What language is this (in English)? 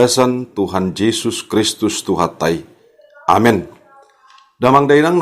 Batak Toba